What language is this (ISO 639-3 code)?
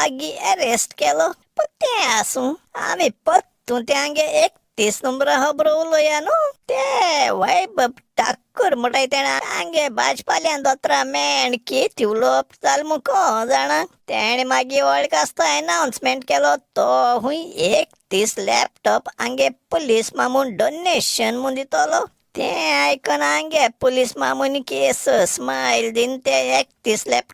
kok